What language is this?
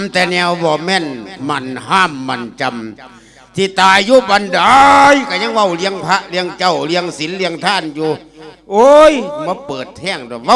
Lao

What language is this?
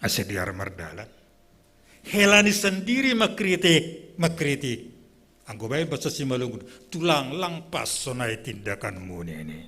Batak Simalungun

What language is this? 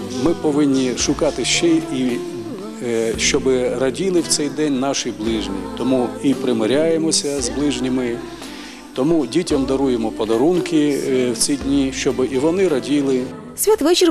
Ukrainian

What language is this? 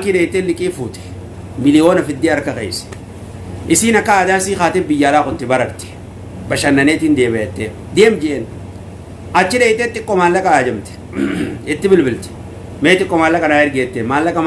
Oromo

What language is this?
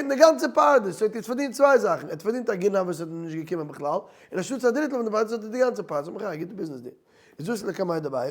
Yiddish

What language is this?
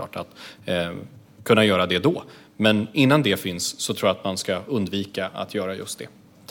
Swedish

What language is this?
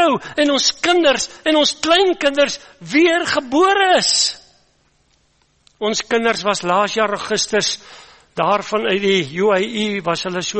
Afrikaans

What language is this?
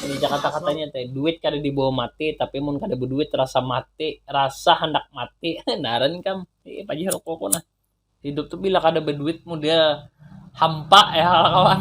Banjar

